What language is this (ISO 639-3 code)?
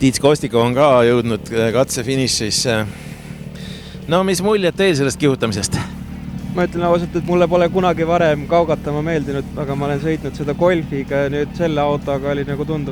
est